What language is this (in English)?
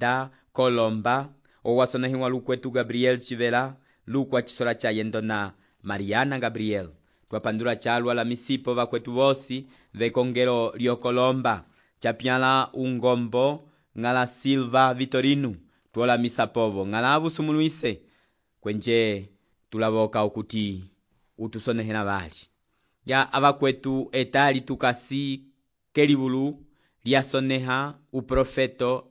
Umbundu